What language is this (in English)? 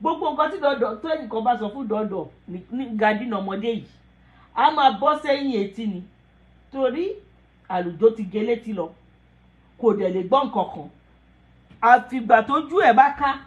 Yoruba